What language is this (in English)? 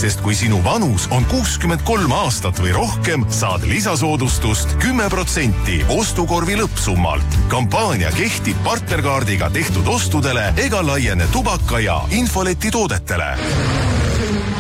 Estonian